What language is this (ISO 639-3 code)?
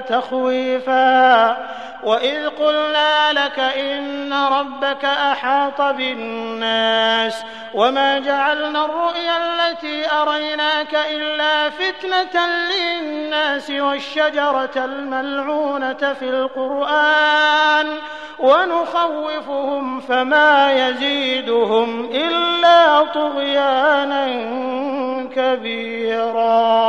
ara